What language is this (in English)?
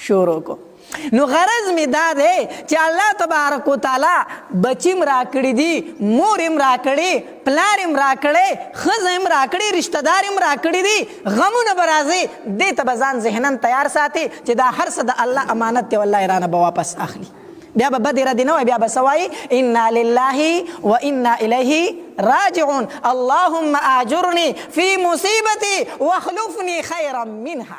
Pashto